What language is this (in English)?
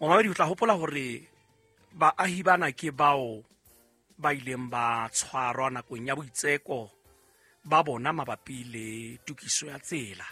Southern Sotho